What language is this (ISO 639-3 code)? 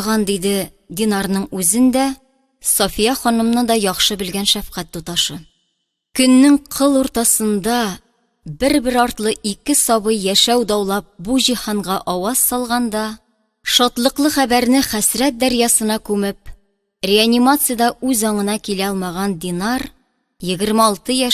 tat